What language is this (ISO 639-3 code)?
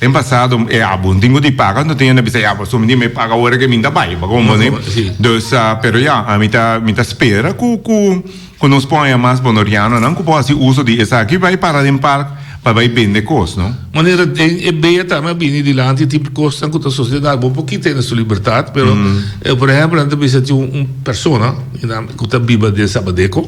pap